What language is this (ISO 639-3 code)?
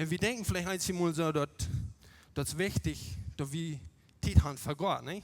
pdt